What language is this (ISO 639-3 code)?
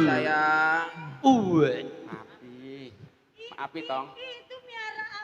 bew